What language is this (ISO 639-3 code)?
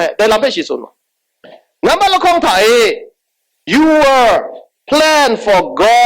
kac